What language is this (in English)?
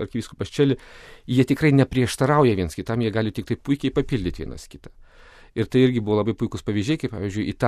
Lithuanian